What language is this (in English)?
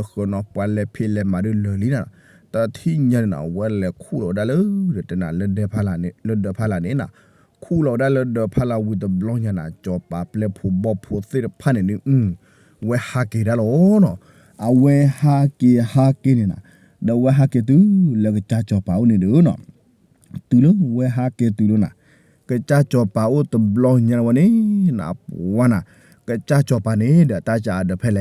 S'gaw Karen